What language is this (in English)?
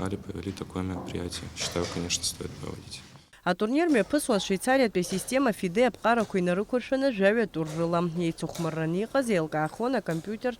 Abkhazian